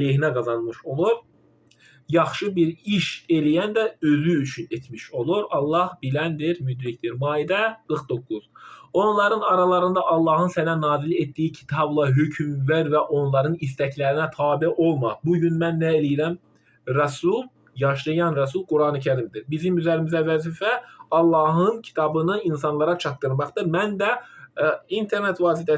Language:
Azerbaijani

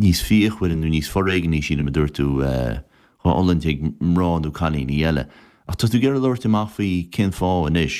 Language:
Irish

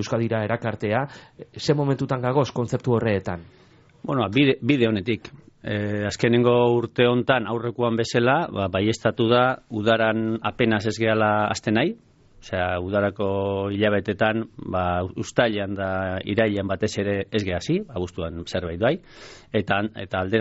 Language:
Basque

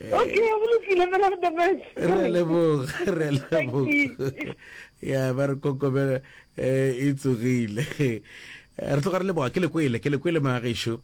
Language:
Northern Sotho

